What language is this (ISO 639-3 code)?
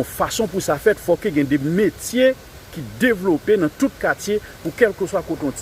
hat